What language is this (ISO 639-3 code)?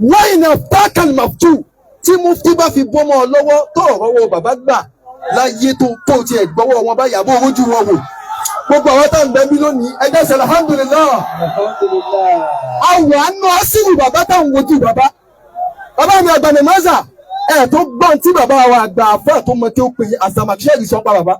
yor